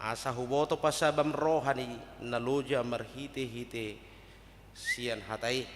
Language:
Batak Toba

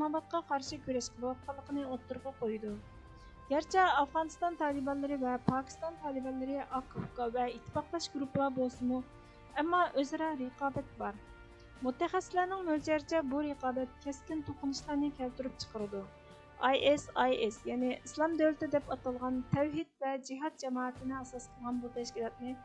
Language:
Uyghur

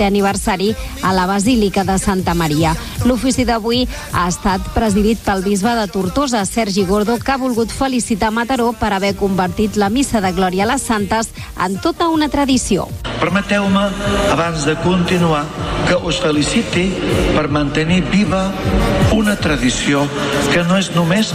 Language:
Catalan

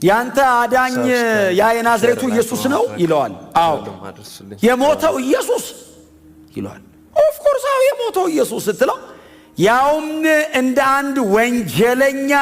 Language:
Amharic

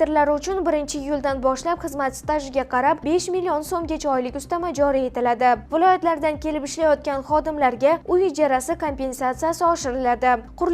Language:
Uzbek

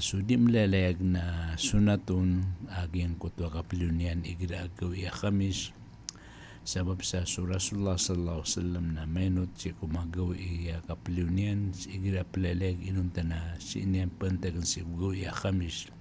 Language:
Maranao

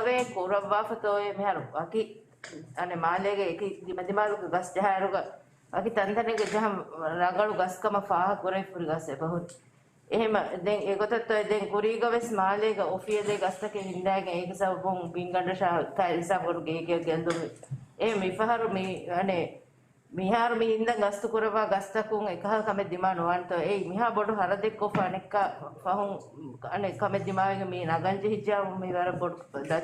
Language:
Divehi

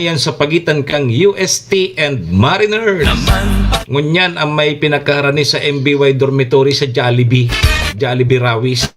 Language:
Bikol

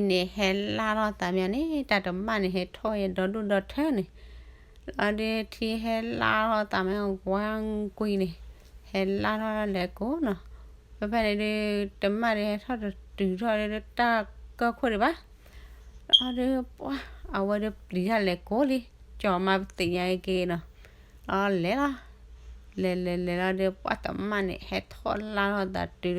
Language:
S'gaw Karen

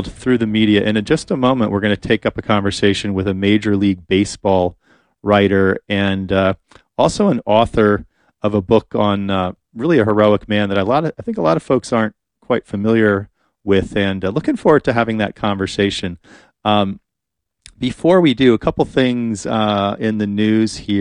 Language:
English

